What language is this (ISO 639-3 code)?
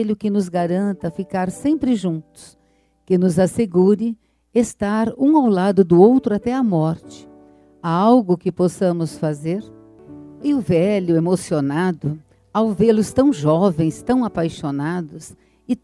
por